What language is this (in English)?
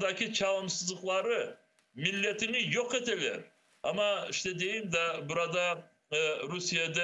Crimean Tatar